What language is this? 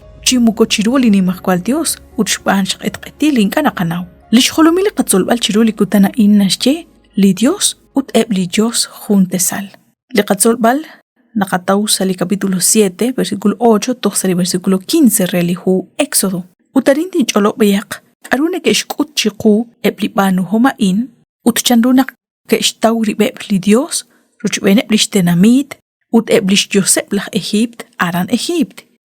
Kekchí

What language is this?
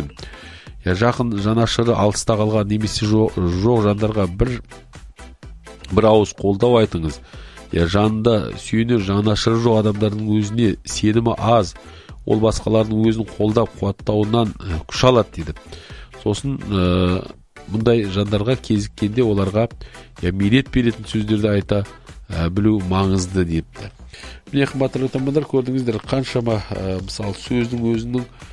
Kazakh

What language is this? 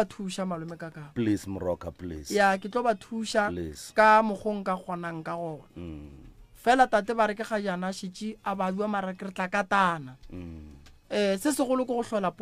Northern Sotho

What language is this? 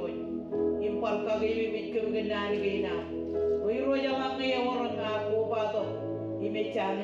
Marshallese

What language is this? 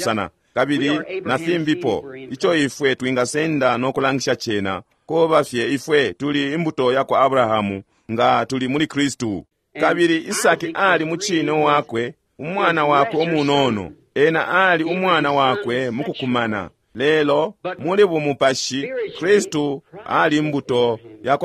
Bemba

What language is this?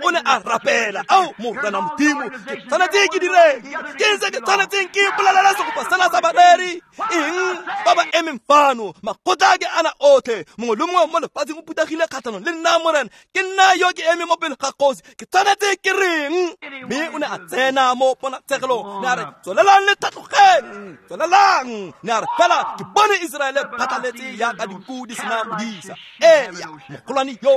Tswana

